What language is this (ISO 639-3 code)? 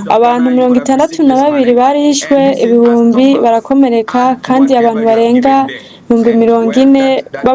run